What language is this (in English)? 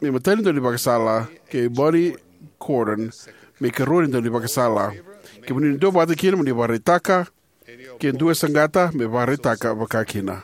Fijian